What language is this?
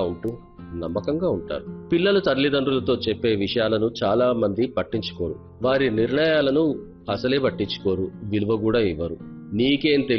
Telugu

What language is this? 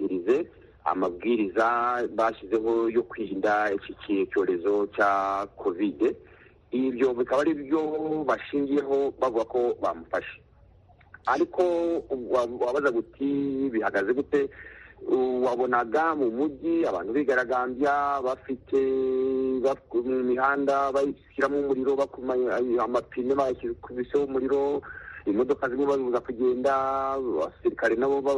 Kinyarwanda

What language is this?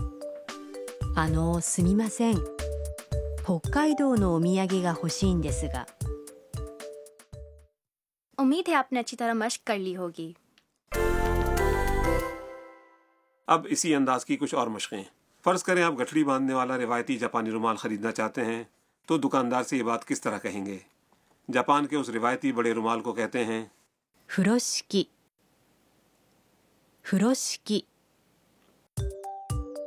Urdu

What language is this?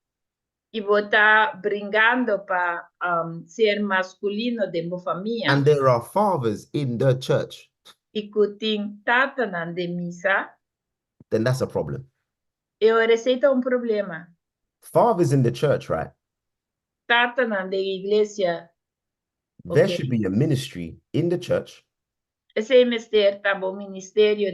Papiamento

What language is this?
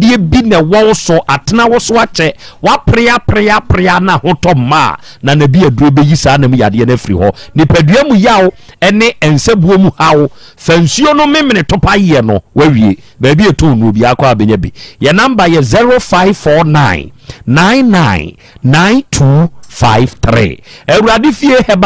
Akan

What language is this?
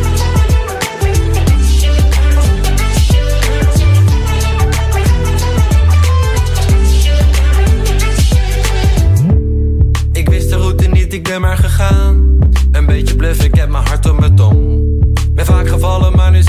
Dutch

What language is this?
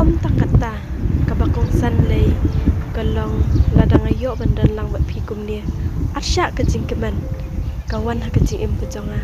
Khasi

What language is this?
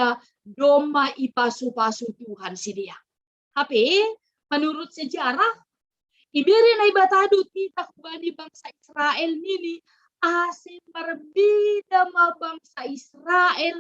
Batak Simalungun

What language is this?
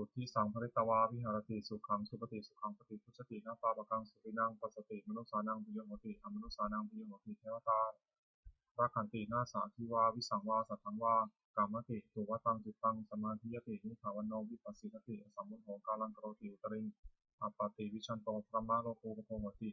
Pali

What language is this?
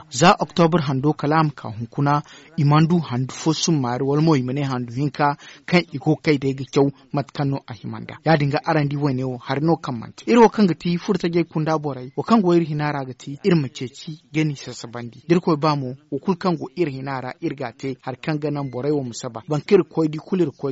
Zarma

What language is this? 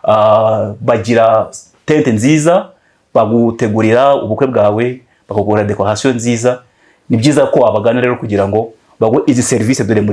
Kinyarwanda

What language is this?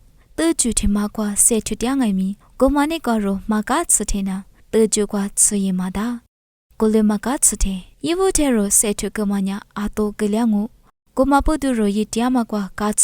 Lisu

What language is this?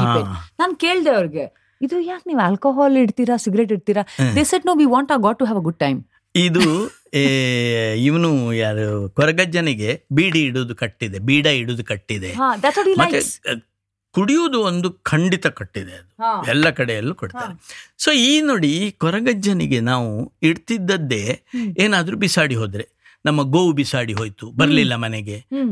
Kannada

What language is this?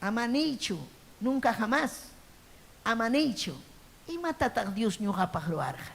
Ayacucho Quechua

